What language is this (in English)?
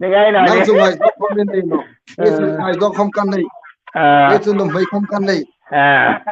Hmar